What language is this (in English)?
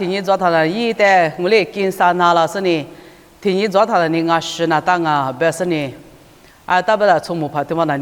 Lisu